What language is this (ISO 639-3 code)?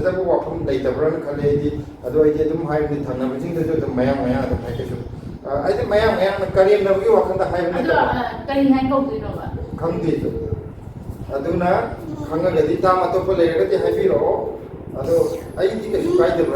mni